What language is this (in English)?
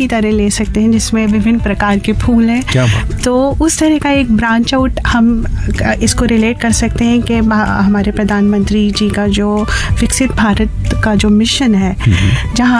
Hindi